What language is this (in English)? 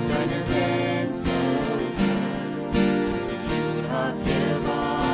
Plautdietsch